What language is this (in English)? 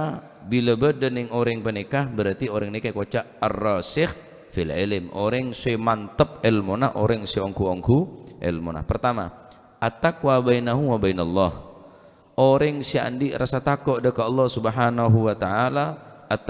Madurese